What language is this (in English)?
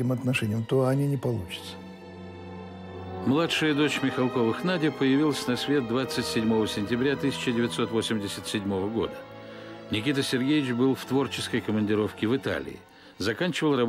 Russian